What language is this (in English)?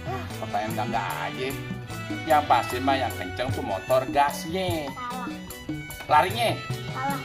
Betawi